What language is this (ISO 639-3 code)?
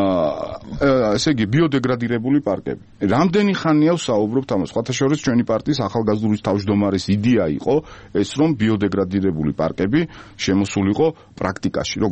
kat